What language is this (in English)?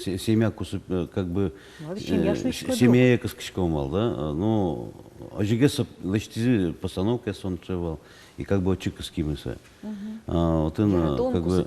Udmurt